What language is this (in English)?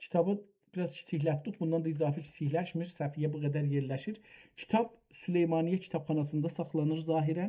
South Azerbaijani